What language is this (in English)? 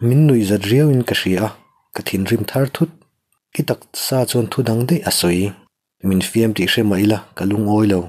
Mizo